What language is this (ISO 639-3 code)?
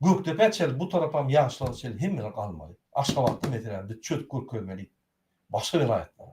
tuk